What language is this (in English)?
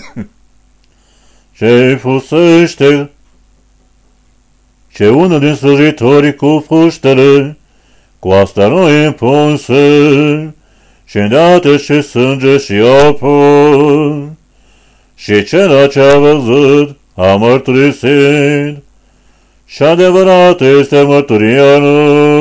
Romanian